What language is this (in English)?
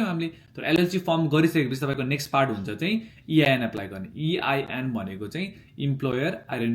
Nepali